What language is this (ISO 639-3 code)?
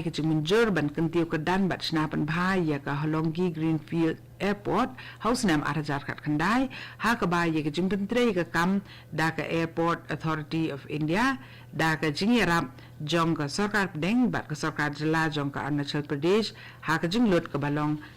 kha